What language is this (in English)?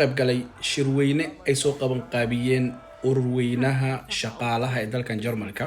Somali